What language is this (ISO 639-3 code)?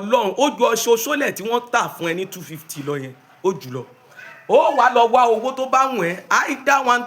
yor